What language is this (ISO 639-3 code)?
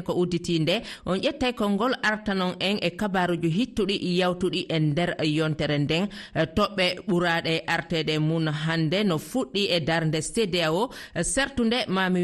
ful